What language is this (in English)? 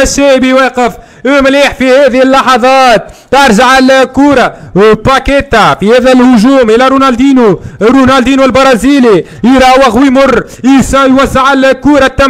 Arabic